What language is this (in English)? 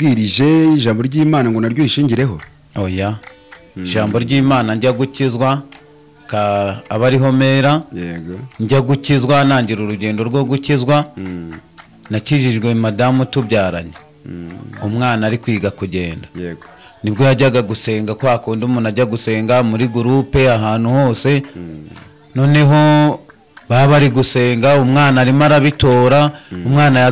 Kinyarwanda